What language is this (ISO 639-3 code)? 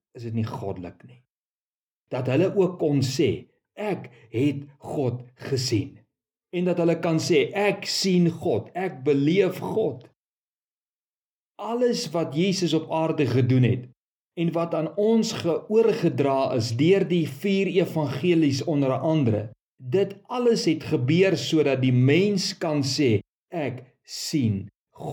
afr